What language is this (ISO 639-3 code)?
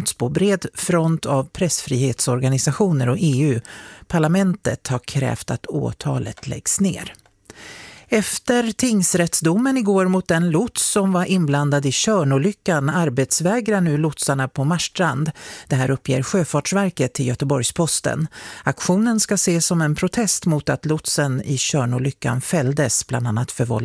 swe